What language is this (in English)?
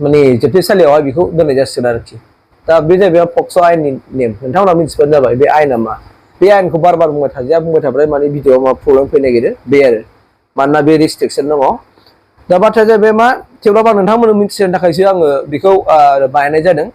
Bodo